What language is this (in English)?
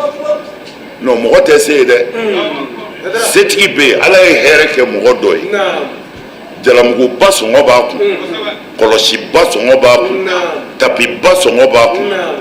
Bambara